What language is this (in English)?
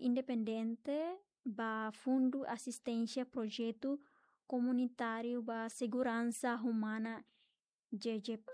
Tetum